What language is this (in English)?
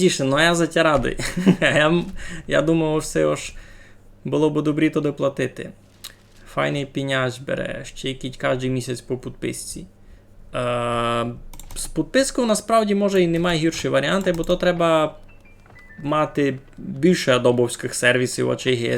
Rusyn